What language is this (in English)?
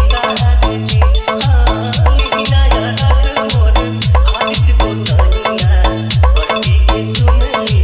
Bhojpuri